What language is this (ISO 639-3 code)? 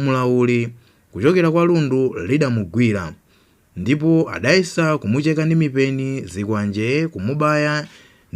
nya